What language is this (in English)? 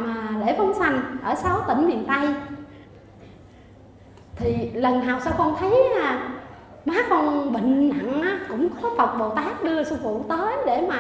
Vietnamese